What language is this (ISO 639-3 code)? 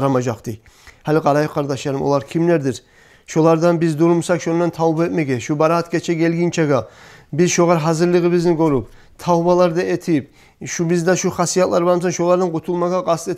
kum